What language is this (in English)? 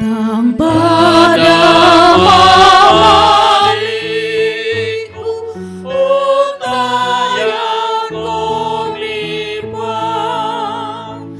Toraja-Sa'dan